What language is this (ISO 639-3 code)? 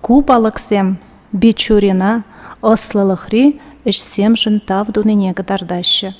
chv